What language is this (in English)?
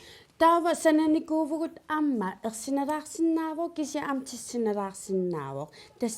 Kalaallisut